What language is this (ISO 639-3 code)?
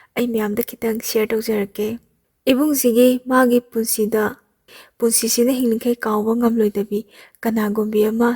mni